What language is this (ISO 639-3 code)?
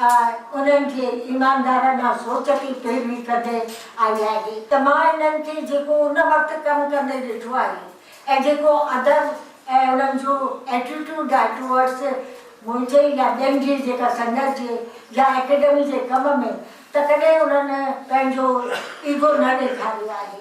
snd